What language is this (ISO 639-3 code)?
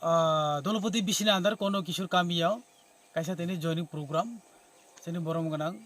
trp